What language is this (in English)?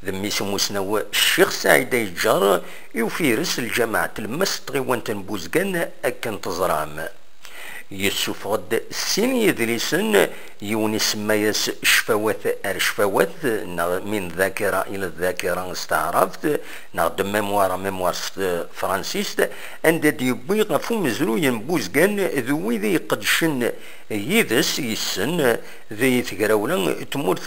Kabyle